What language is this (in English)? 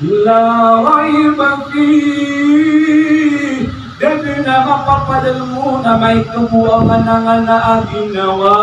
Maranao